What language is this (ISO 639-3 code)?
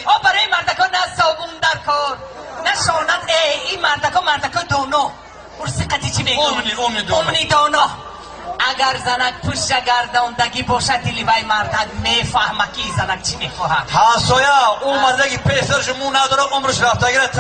tgk